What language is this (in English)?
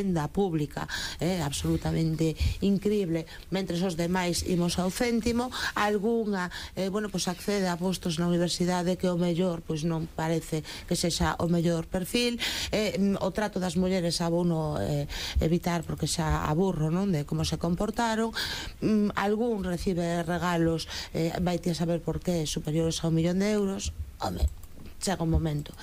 Galician